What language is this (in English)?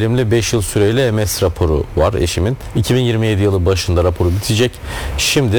Turkish